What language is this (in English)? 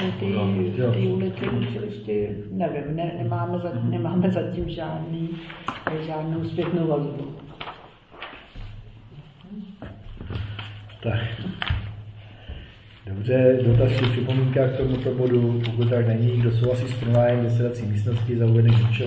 Czech